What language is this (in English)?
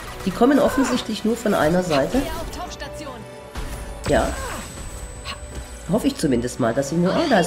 German